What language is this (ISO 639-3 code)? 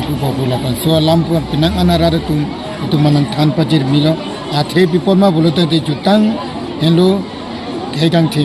mjw